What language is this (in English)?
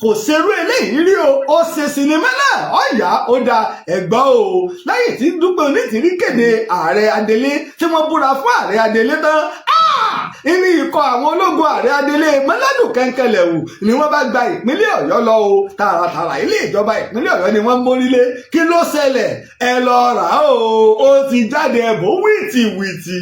Yoruba